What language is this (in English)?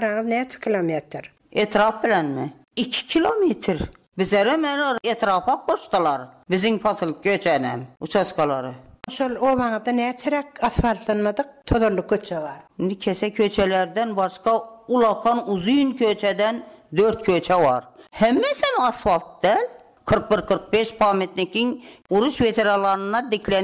Turkmen